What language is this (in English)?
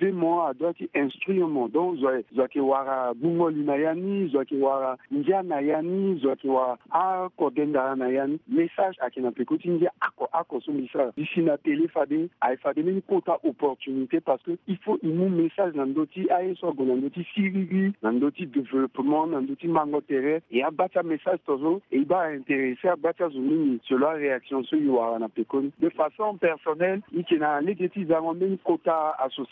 Sango